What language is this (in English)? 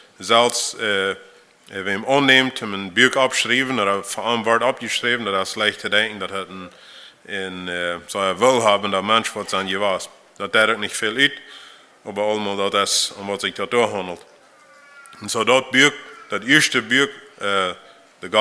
Plautdietsch